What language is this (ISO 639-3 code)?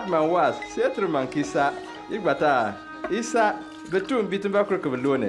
bim